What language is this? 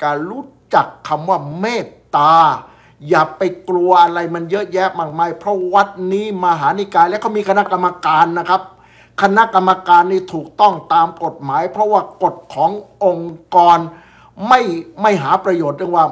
Thai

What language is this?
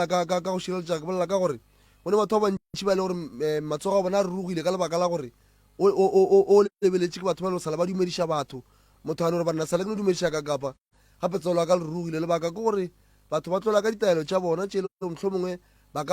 Northern Sotho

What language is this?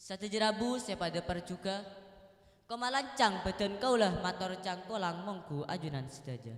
Madurese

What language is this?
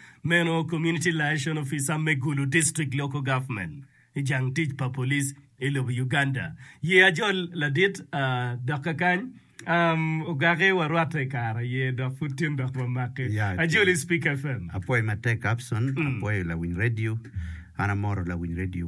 Acoli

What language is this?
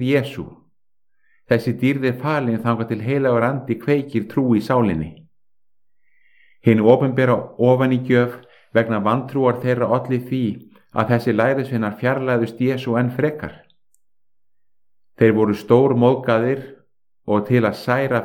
Icelandic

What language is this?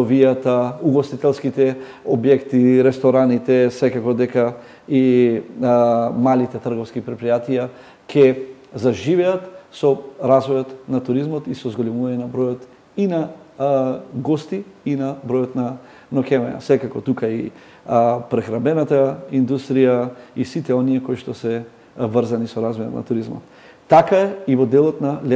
Macedonian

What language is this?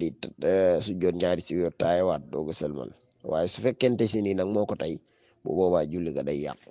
Wolof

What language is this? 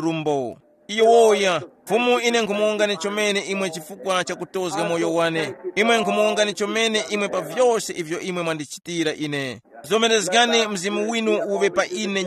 Tumbuka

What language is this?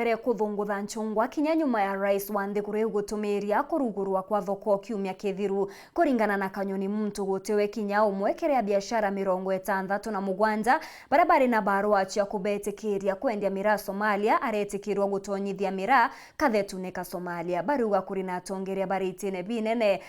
Meru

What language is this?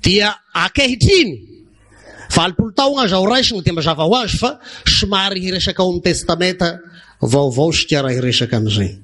Malagasy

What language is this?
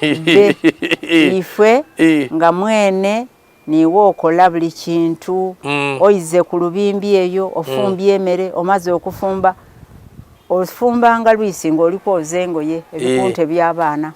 Soga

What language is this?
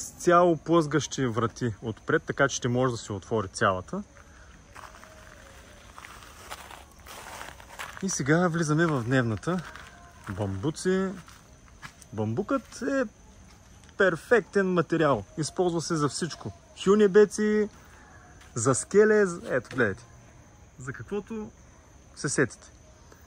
Bulgarian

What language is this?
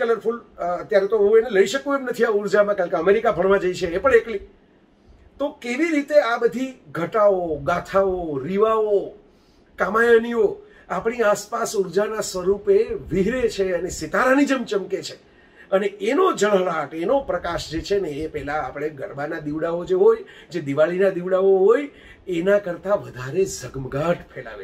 Gujarati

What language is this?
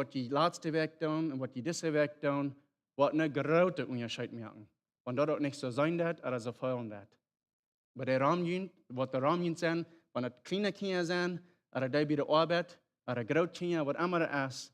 Plautdietsch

